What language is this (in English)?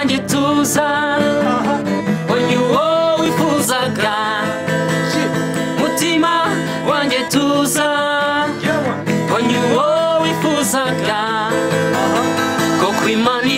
Kinyarwanda